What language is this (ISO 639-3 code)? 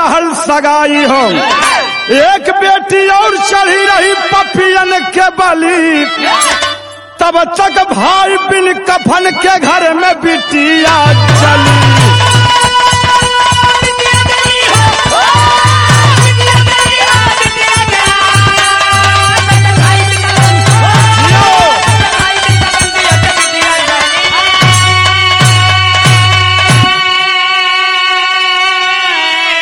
bho